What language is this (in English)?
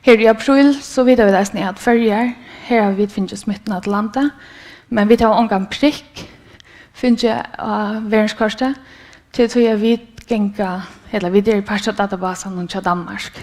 Faroese